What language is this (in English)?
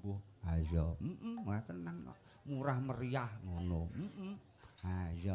Javanese